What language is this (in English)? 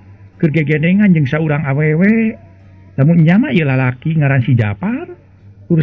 Sundanese